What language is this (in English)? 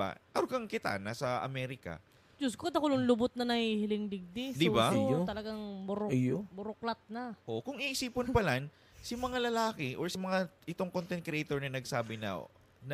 Bikol